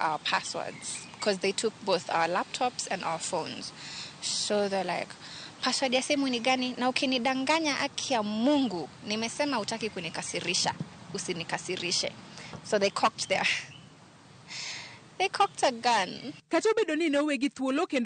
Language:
Luo (Kenya and Tanzania)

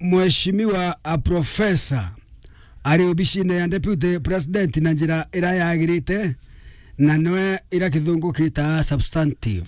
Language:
Meru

